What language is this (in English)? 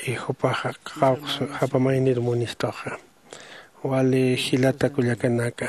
Aymara